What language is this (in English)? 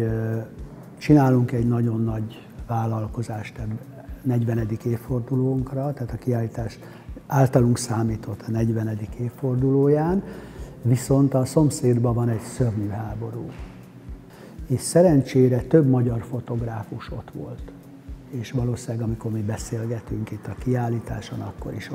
Hungarian